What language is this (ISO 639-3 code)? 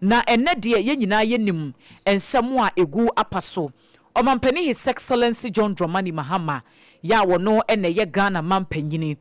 aka